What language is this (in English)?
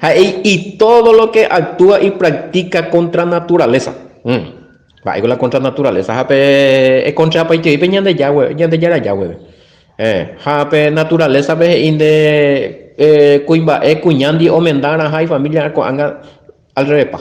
Guarani